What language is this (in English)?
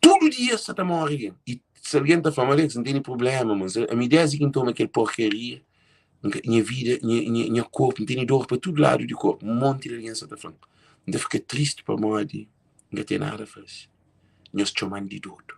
Kabuverdianu